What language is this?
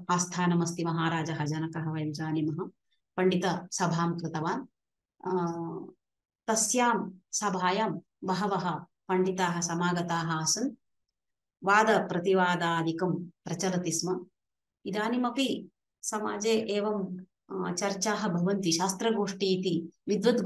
Sanskrit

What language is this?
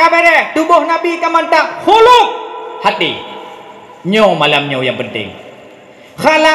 Achinese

